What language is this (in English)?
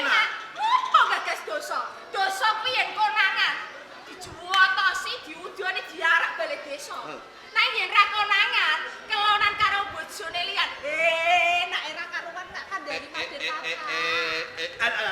Javanese